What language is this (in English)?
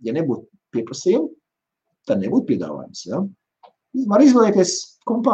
Latvian